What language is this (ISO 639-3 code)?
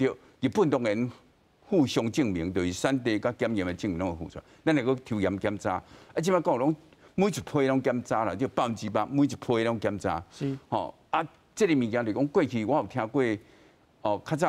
nan